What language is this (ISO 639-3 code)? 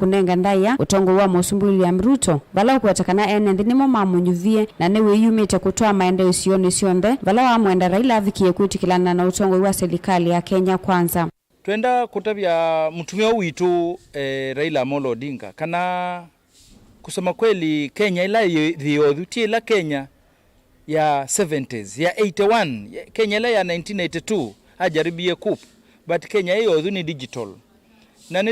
kam